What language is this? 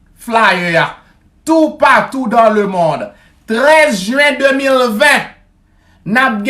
Haitian Creole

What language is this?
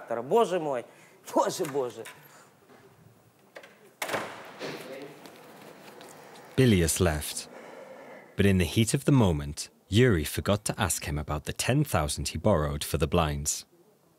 Ukrainian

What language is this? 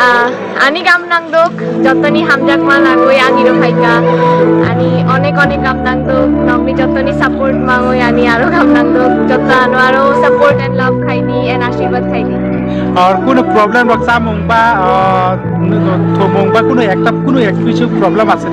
Kok Borok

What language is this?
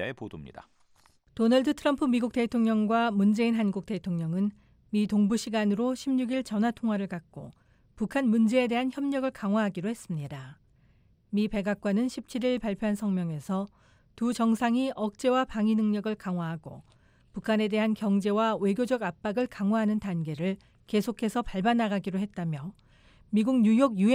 Korean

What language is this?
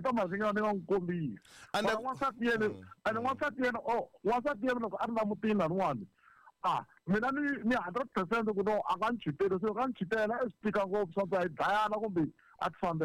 Tsonga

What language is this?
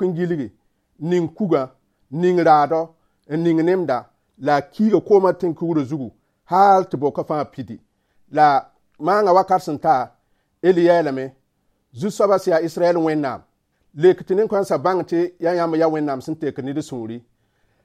Mossi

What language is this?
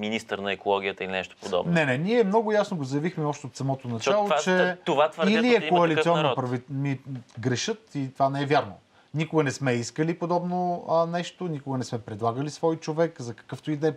Bulgarian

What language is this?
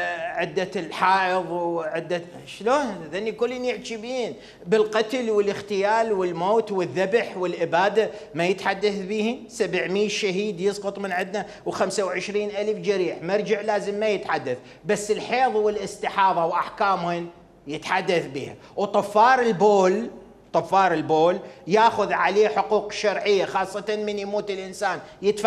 Mesopotamian Arabic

